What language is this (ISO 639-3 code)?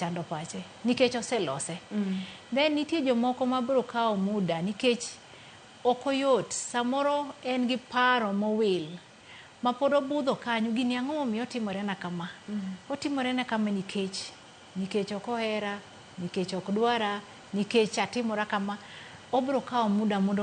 luo